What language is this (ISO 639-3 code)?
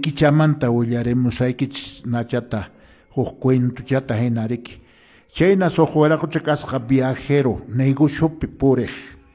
que